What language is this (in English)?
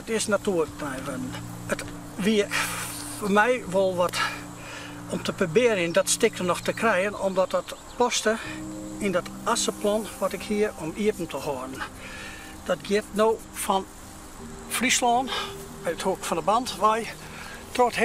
Western Frisian